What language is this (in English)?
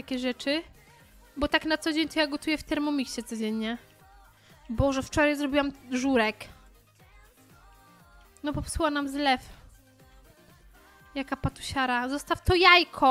Polish